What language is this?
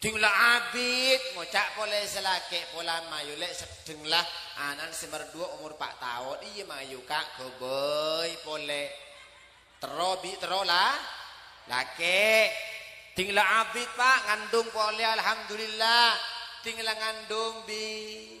Madurese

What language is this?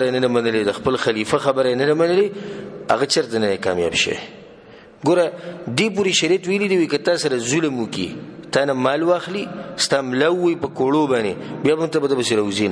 Pashto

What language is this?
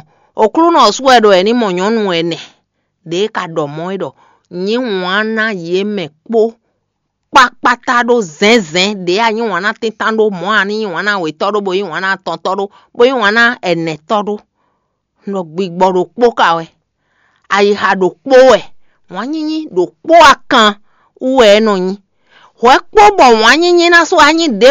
Fon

